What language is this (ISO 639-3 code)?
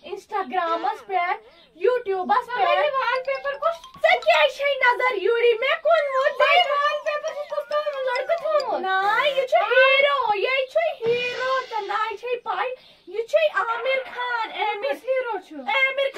kas